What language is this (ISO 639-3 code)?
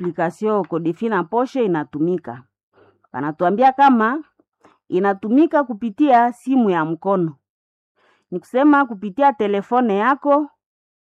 swa